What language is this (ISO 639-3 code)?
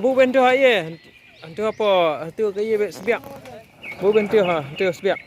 kha